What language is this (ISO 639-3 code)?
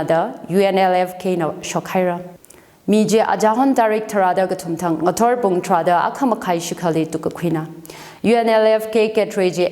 nmf